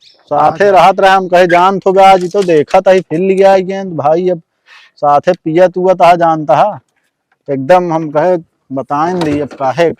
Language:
Awadhi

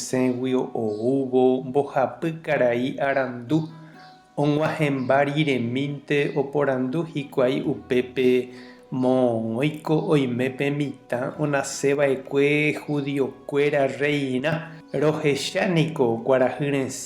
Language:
Guarani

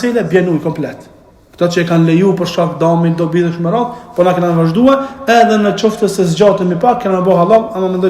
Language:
Albanian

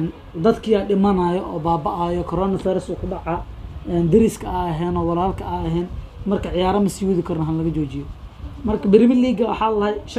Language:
Somali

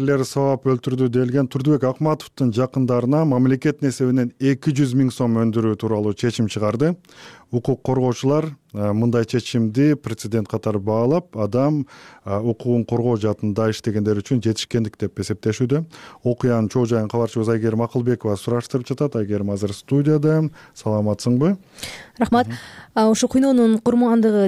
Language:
Kyrgyz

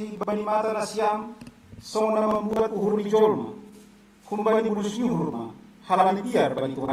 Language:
Batak Simalungun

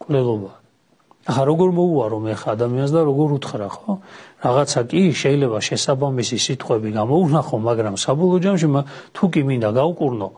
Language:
Georgian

